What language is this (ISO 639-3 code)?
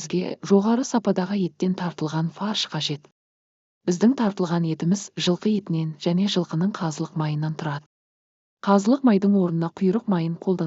kaz